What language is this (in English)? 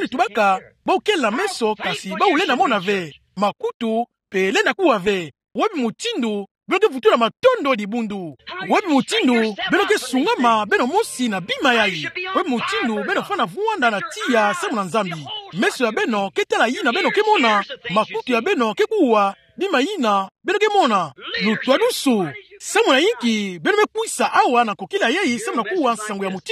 Kituba (Democratic Republic of Congo)